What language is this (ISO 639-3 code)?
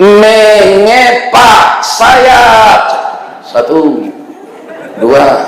min